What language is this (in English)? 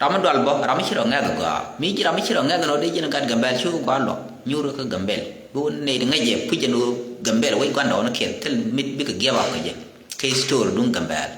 Nuer